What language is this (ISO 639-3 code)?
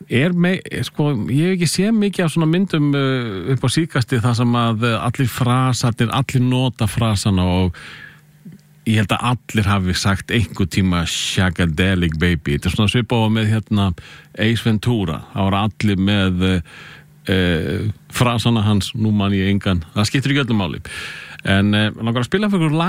isl